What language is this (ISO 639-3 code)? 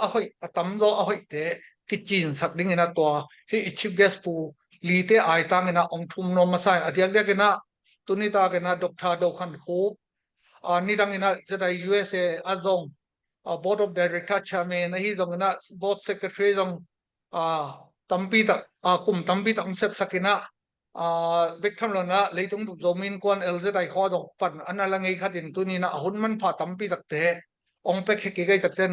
ctd